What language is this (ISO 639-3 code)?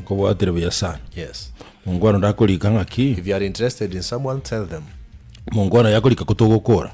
guz